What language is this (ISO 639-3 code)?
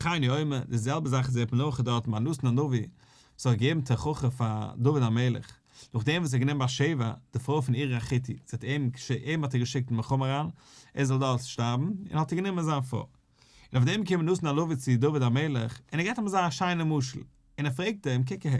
yid